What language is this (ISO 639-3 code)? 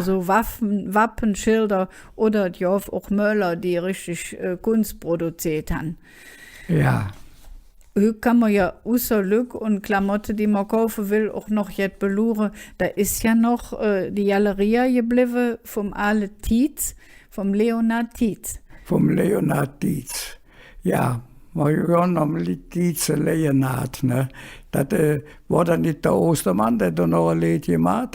ksh